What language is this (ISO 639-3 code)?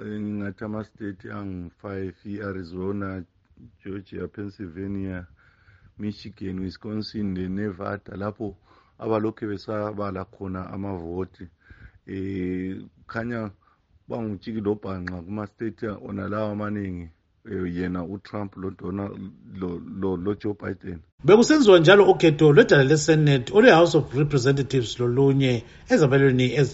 nde